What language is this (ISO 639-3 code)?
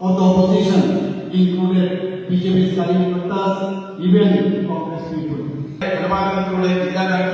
trp